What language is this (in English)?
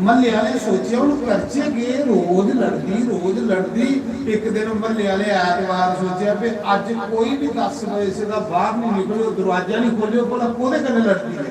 Dogri